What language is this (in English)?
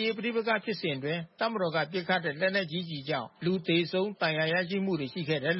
Burmese